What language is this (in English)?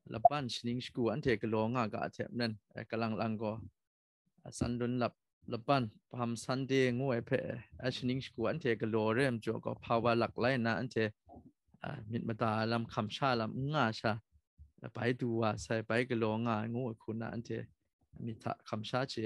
Kachin